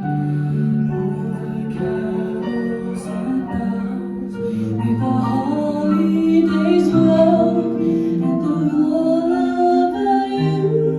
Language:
Samoan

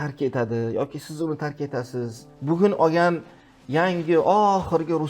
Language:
Uzbek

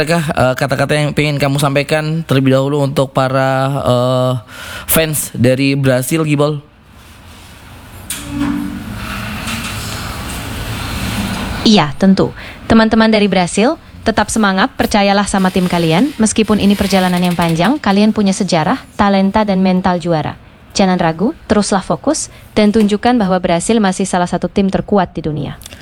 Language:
Indonesian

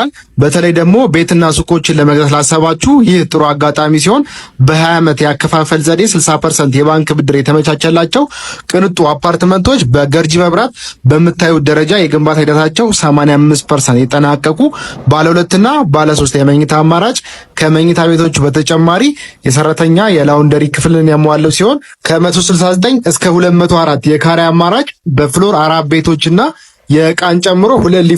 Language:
Amharic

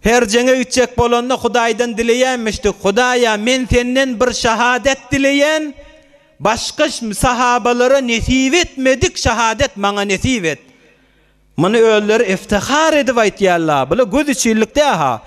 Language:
Turkmen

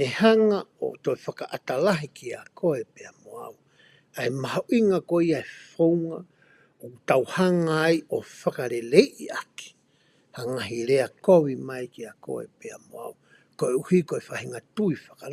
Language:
Tongan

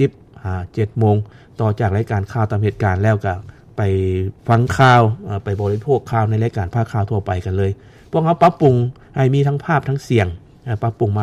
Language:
Lao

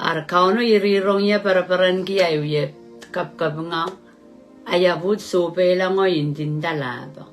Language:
Pohnpeian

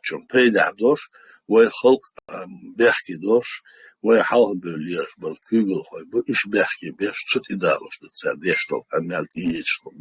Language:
Chechen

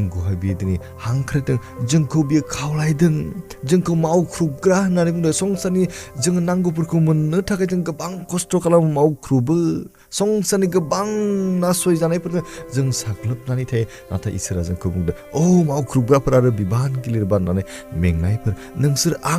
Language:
Bodo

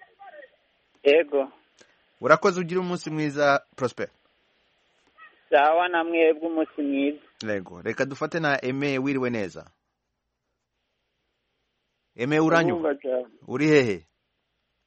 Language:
Kinyarwanda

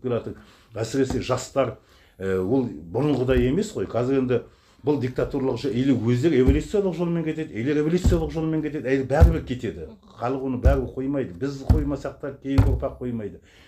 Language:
Kazakh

